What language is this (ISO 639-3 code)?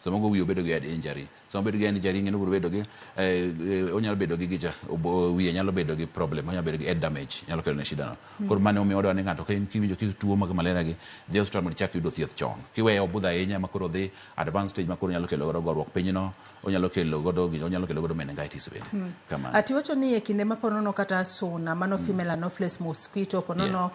luo